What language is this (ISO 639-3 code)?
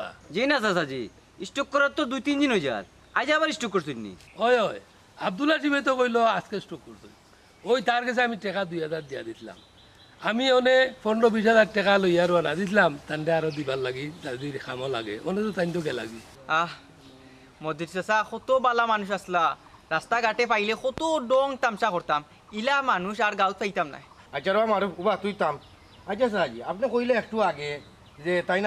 syl